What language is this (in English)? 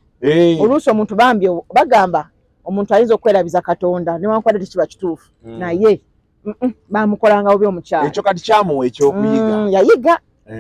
Ganda